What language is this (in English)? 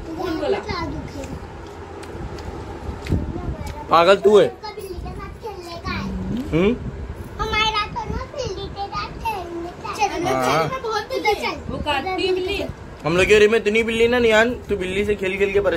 Hindi